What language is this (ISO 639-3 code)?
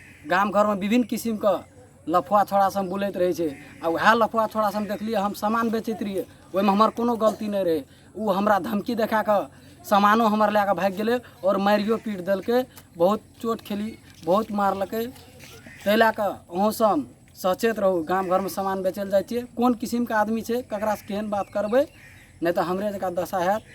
mai